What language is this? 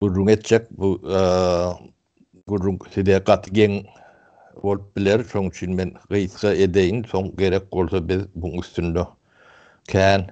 Turkmen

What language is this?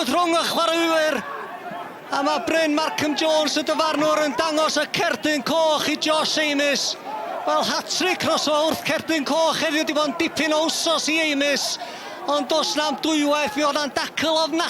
Welsh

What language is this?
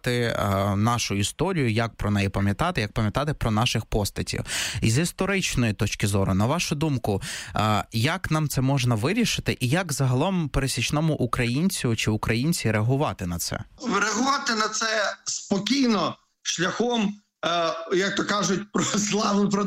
Ukrainian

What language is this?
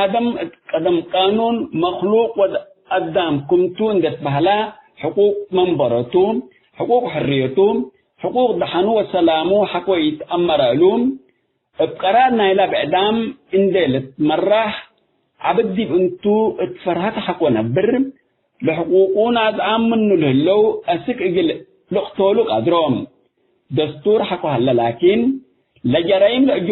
Tigre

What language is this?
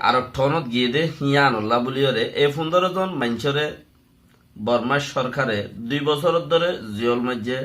Rohingya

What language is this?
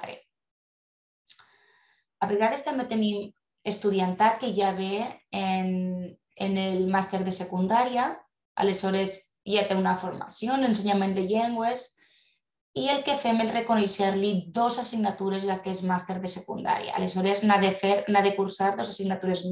Catalan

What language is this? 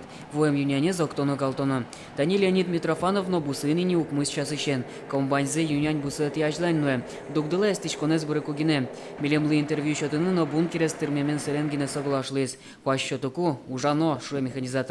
Udmurt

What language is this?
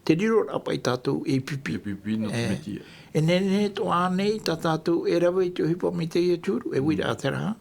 Tahitian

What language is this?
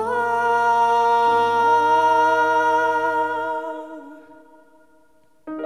Italian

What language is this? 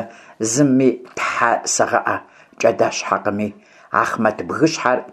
Kabardian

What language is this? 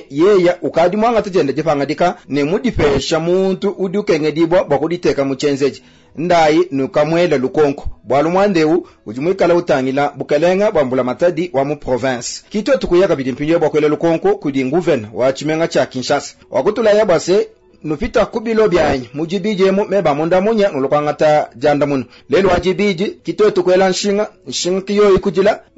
Luba-Lulua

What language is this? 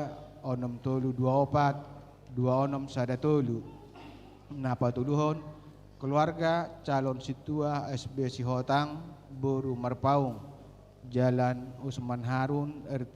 Batak Toba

